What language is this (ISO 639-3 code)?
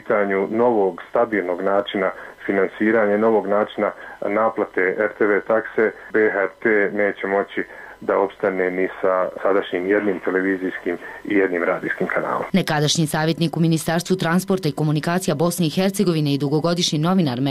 bos